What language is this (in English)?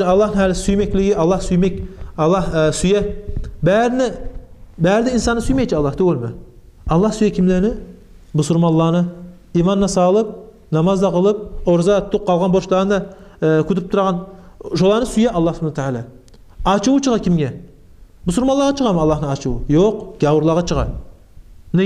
Kumyk